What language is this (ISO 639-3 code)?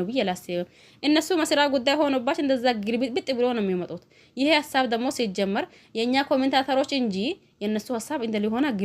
amh